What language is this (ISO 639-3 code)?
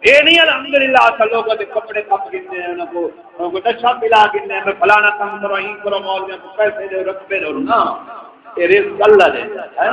skr